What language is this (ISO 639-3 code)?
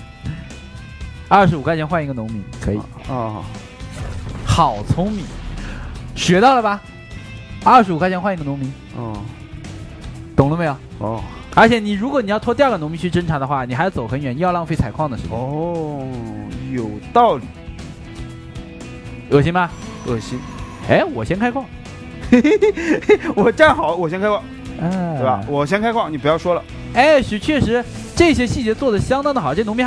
zho